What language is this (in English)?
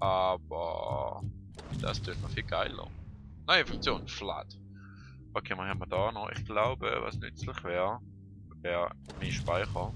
Swiss German